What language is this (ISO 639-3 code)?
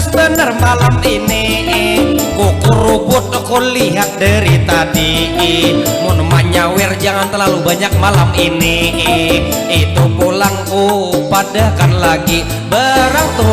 bjn